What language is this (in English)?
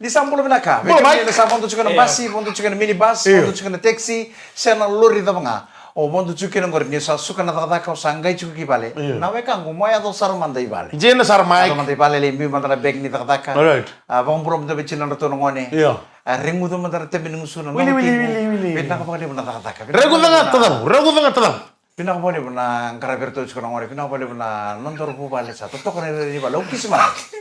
Fijian